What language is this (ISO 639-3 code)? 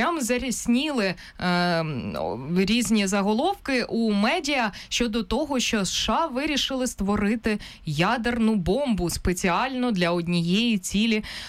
ukr